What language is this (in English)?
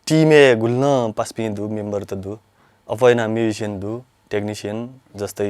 Newari